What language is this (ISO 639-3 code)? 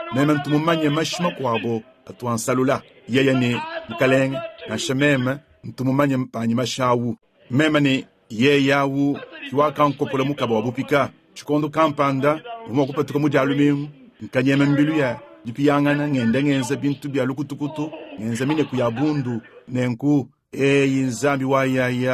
lua